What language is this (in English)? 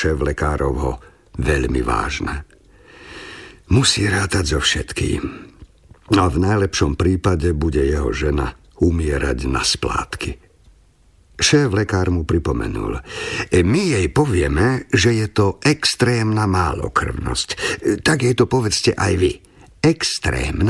Slovak